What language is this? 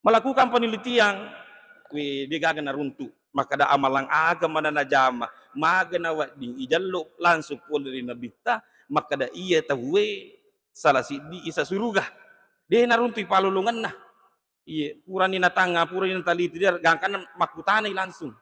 Buginese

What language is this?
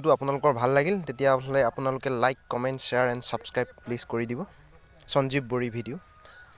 Assamese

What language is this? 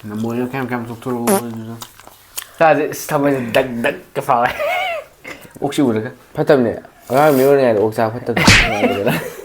Manipuri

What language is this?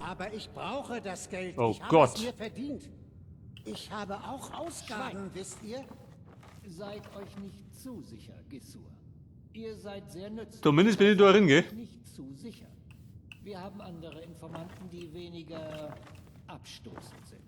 Bavarian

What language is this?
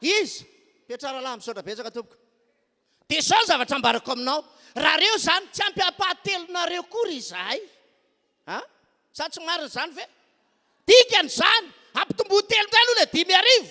Malagasy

